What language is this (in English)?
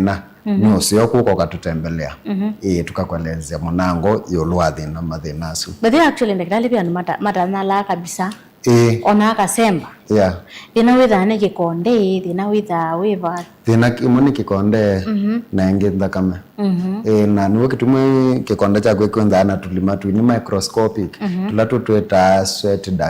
Kamba